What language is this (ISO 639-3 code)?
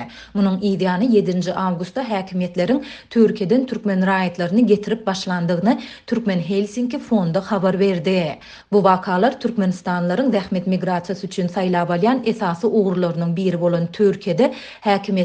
tuk